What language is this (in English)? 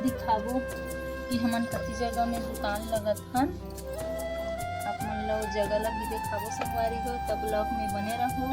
Chhattisgarhi